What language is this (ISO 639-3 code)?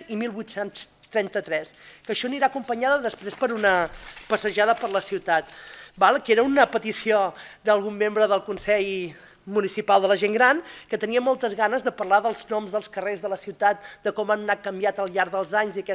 cat